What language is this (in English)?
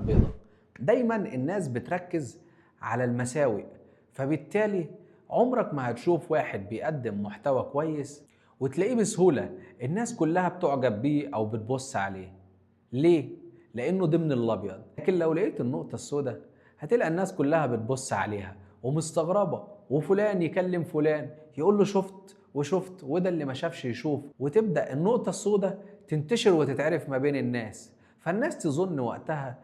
Egyptian Arabic